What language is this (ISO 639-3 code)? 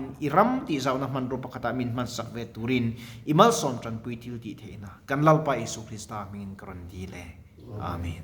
lus